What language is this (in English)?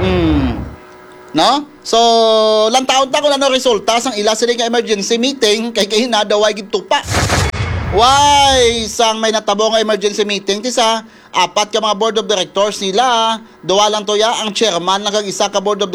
Hiligaynon